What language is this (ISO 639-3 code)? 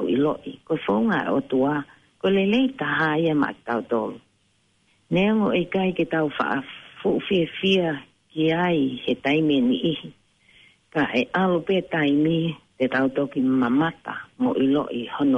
ton